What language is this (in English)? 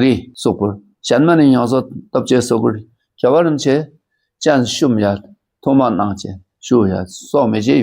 Dakpakha